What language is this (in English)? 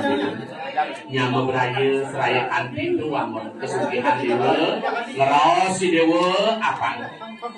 Balinese